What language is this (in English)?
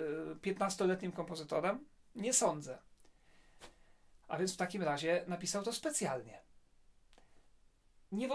Polish